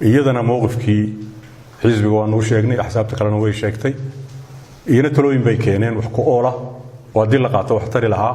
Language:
Somali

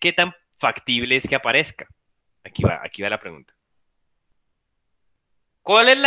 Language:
Spanish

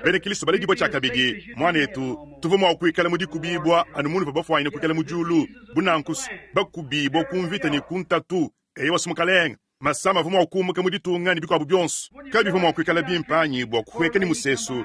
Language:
Luba-Lulua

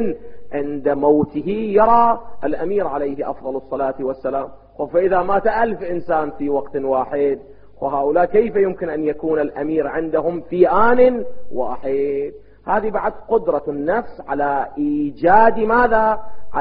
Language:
Arabic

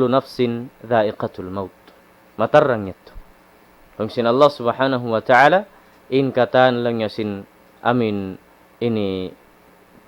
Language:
Tausug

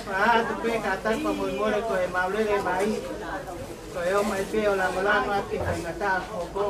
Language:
Tongan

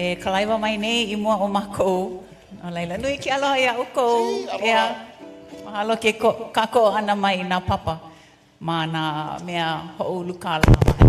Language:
Hawaiian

